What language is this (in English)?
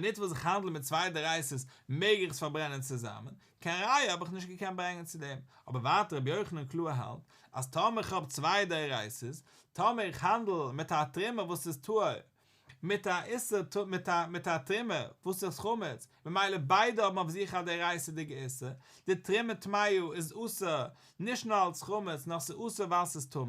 Yiddish